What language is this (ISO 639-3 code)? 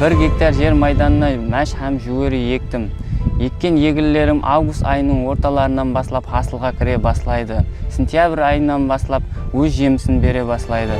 kaa